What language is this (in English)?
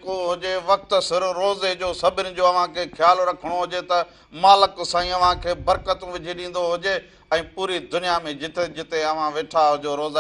Sindhi